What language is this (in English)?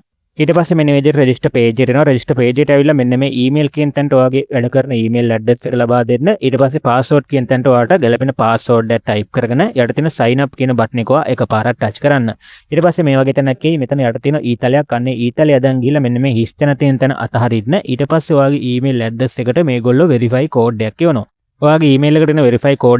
Sinhala